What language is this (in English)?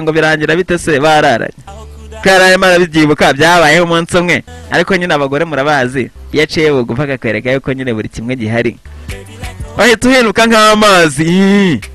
Kinyarwanda